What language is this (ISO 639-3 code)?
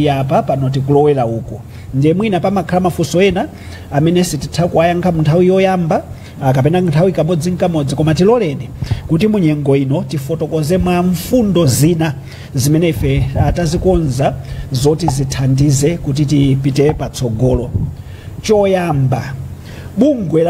nya